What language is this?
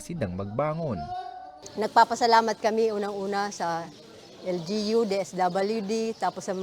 Bikol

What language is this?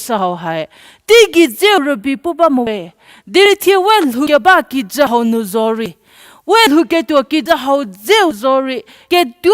Angami Naga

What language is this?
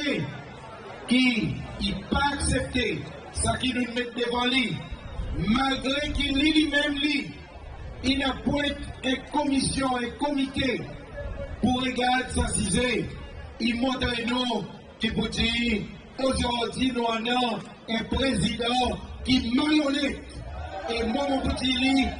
Seselwa Creole French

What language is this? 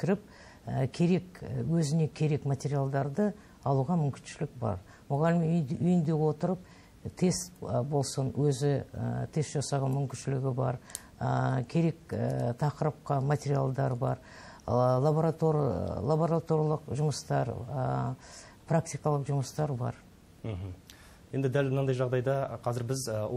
Kazakh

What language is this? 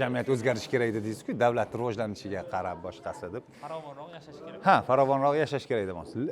Uzbek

